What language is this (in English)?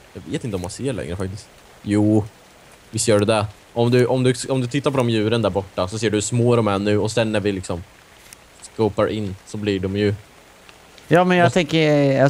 Swedish